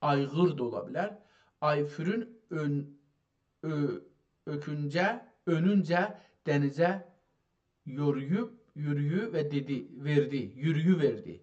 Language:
South Azerbaijani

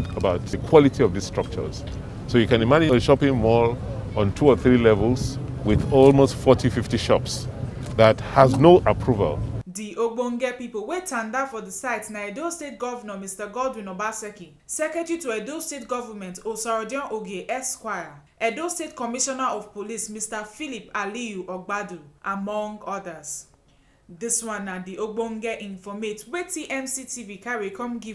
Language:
Nigerian Pidgin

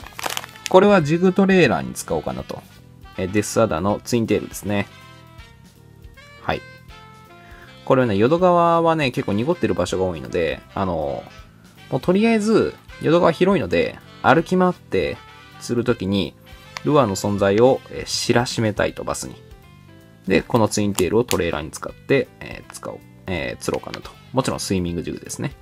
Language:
Japanese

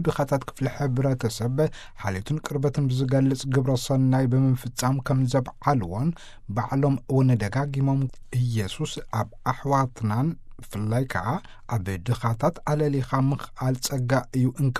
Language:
Tigrinya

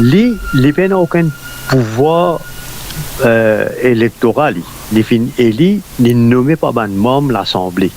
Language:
Morisyen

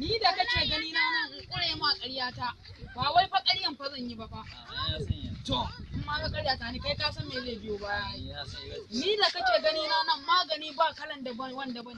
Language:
Hausa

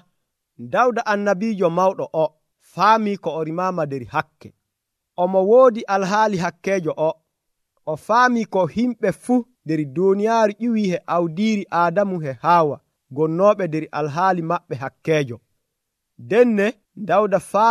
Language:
Nigerian Fulfulde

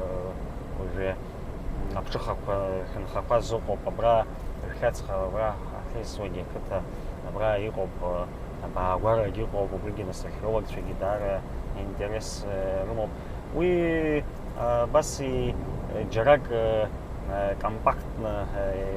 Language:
Abkhazian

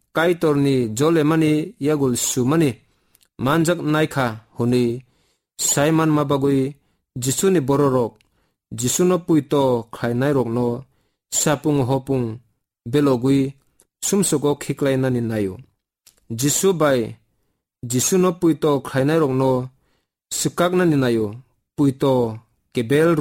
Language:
Kok Borok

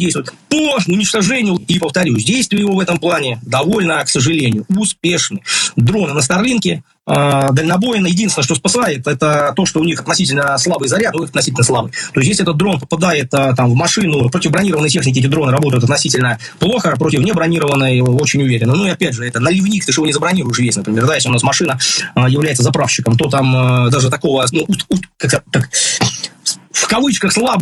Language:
Russian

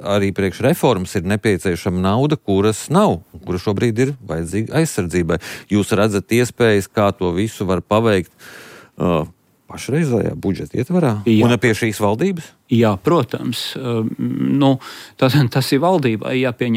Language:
Latvian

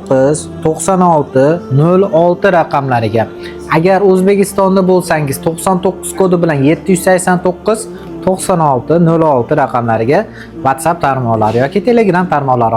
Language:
Uzbek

